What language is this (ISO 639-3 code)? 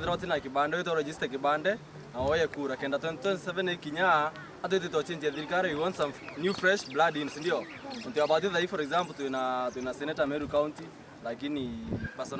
mer